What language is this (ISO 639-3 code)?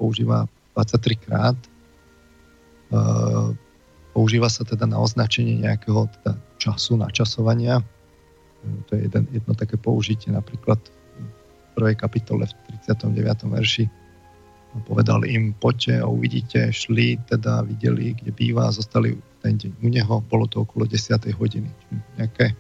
slk